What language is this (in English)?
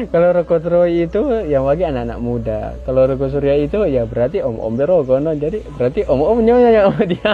Manado Malay